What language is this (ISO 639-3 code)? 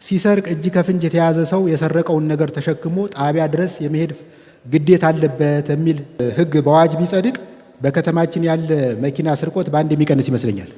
amh